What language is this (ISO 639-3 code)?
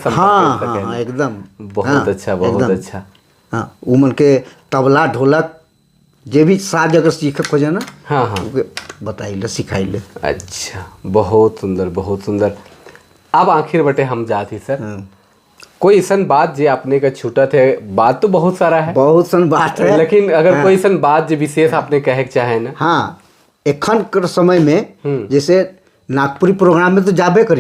sck